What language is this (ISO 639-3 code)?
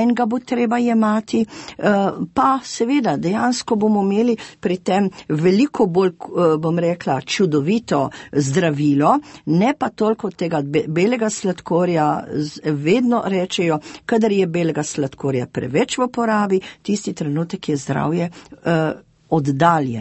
slv